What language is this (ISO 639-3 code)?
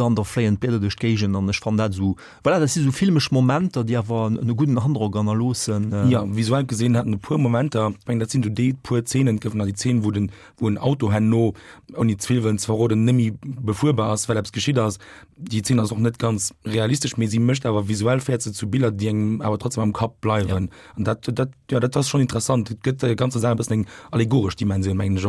ltz